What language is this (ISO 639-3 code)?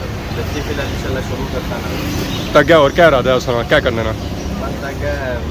phr